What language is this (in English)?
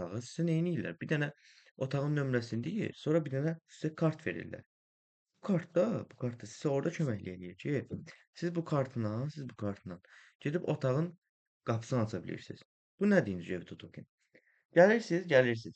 Azerbaijani